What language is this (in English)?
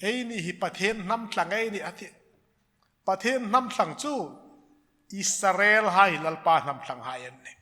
Hmar